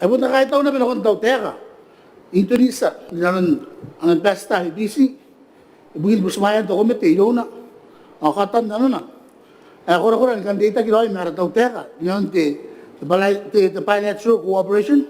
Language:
Gilbertese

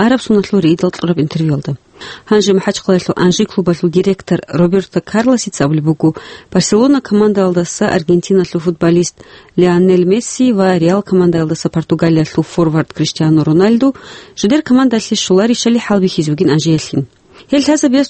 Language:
Avaric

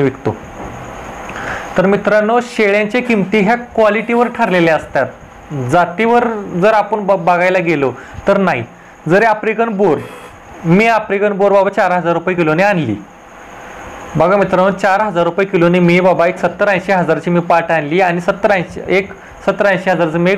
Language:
Marathi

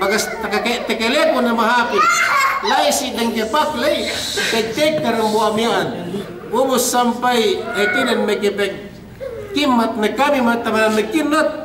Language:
Yakan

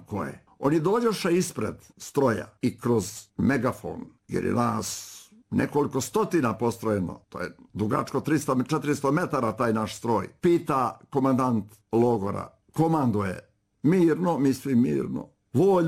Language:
Bosnian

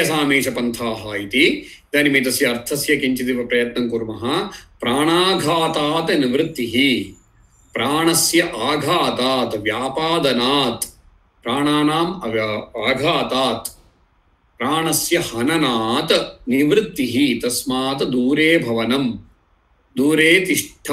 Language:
Sanskrit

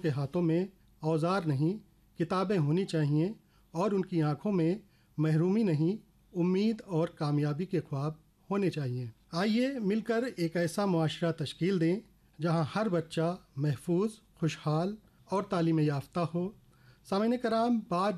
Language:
Urdu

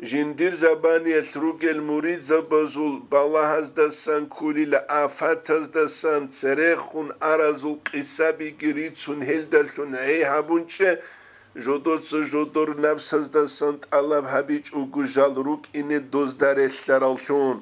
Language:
Avaric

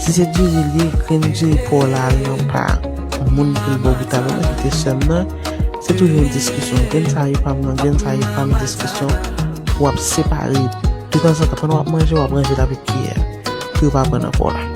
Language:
Haitian Creole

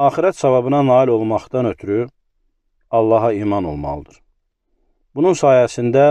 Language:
Azerbaijani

